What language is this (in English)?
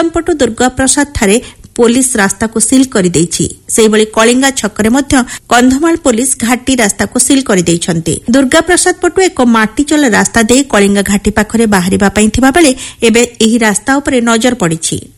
Odia